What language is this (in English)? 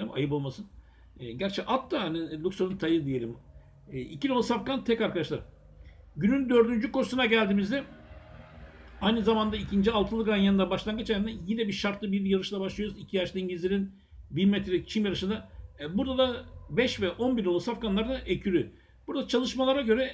Turkish